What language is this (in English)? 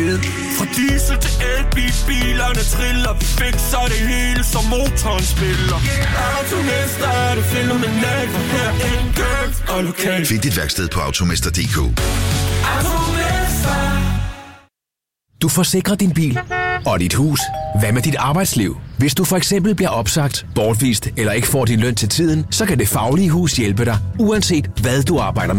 Danish